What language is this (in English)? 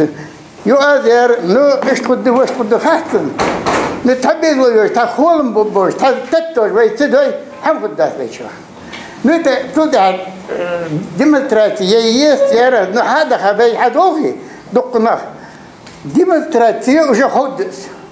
Ingush